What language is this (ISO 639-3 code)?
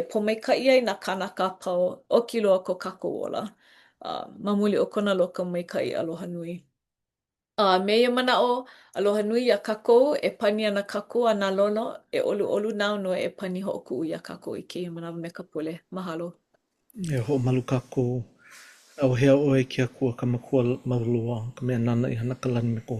haw